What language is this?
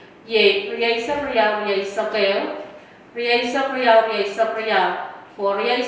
Pohnpeian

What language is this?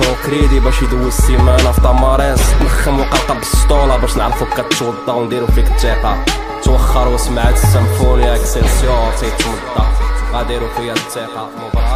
Moroccan Arabic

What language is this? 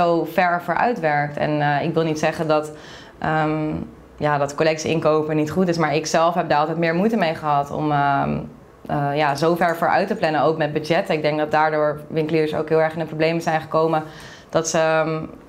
Dutch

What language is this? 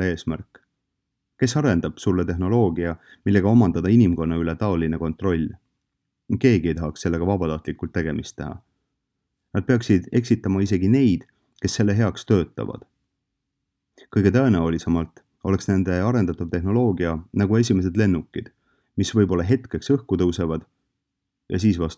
Estonian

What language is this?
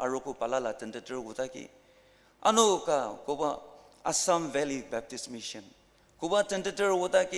Ao Naga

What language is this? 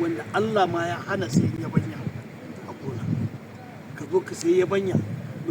Hausa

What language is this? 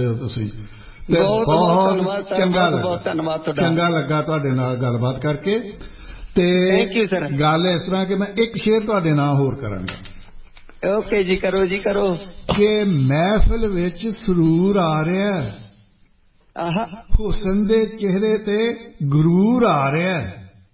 Punjabi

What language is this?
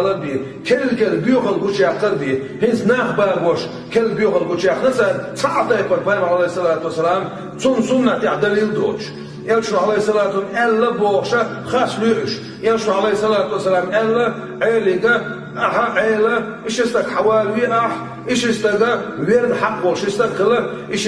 Chechen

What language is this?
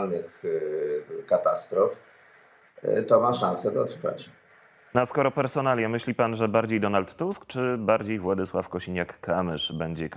Polish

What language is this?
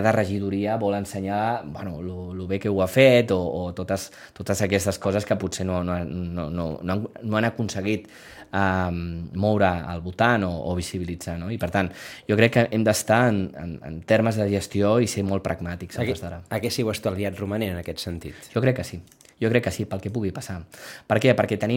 Catalan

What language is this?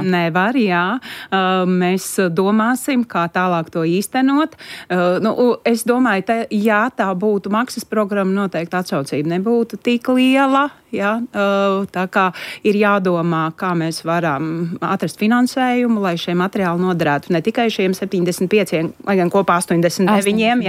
Latvian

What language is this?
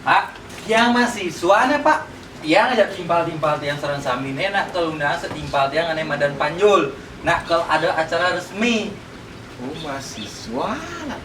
Balinese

